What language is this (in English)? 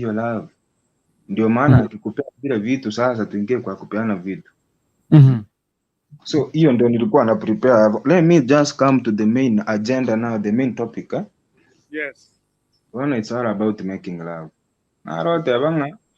Gusii